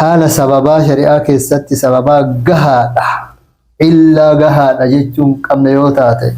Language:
Oromo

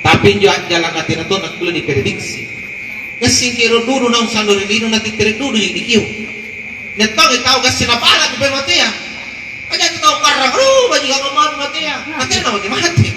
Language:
Makasar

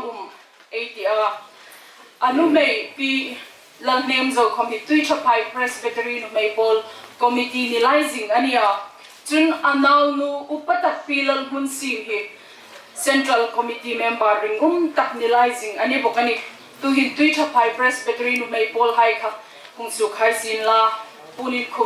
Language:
Hmar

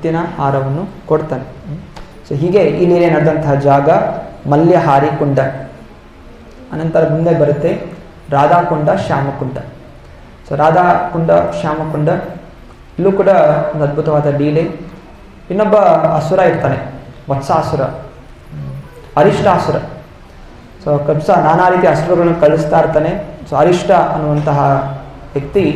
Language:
Kannada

